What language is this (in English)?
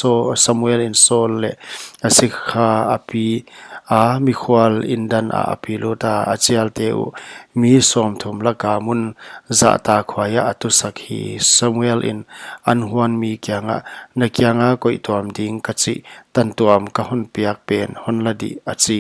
Paite Chin